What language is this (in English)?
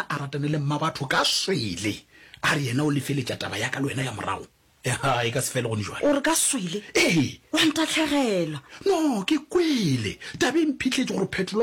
Northern Sotho